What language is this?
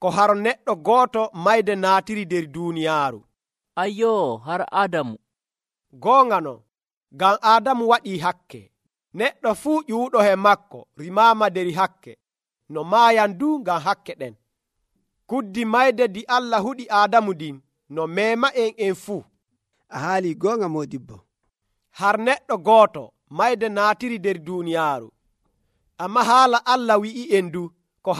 Nigerian Fulfulde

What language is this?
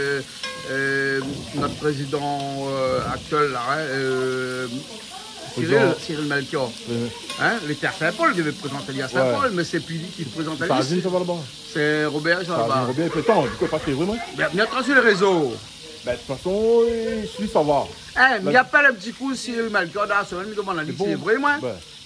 Réunion Creole French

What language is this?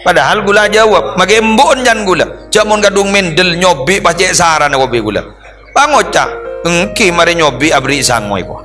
Madurese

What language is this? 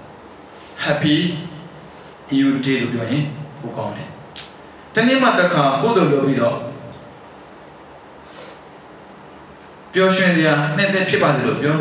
Burmese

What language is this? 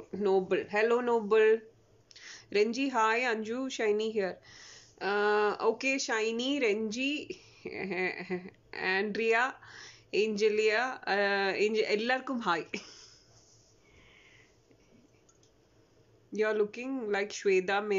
Malayalam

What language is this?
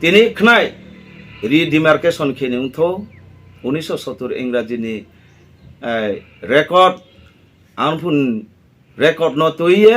Riang (India)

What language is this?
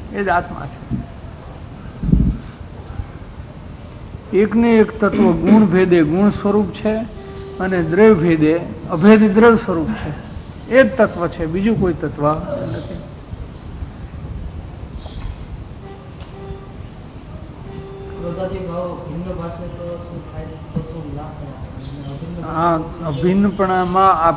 Gujarati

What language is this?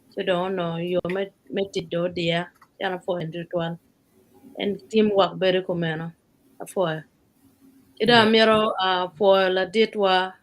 Acoli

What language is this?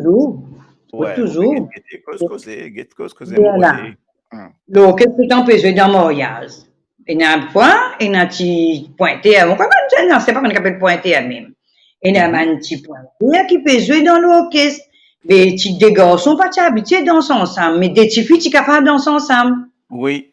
Morisyen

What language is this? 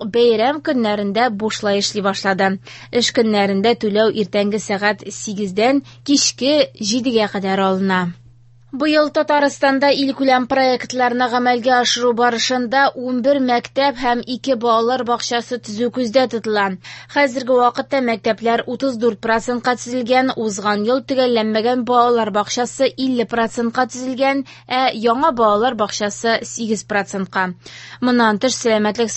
Tatar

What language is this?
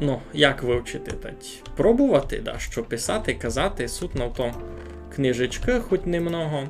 Rusyn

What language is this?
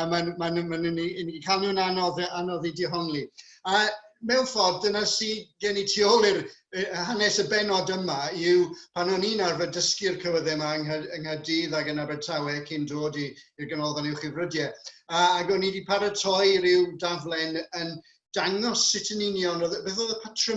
Welsh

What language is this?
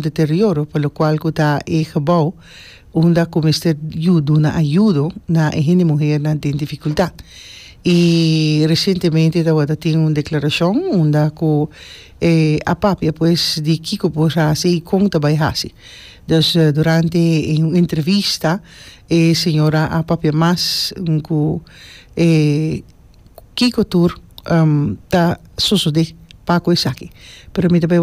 Papiamento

